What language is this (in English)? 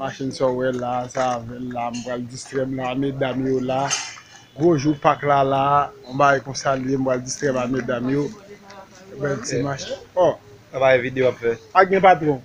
Haitian Creole